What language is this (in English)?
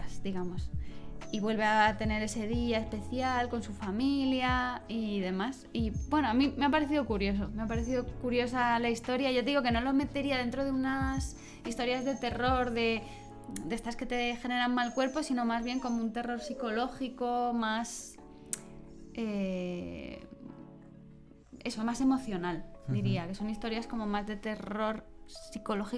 Spanish